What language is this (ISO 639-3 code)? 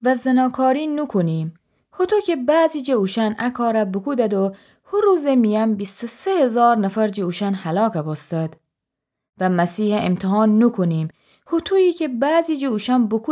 glk